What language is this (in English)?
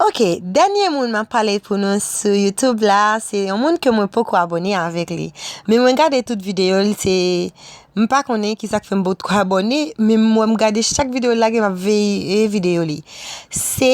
Haitian Creole